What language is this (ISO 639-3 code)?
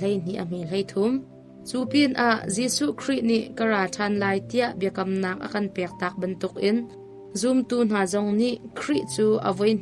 cnh